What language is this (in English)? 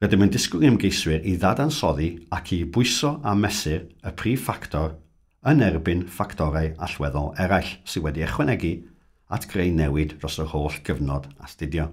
Welsh